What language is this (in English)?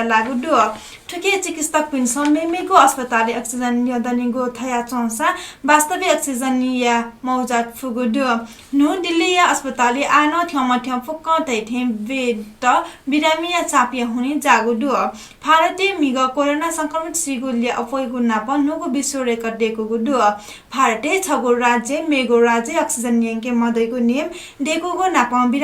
Newari